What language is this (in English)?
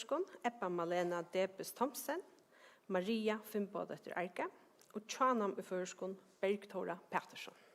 Faroese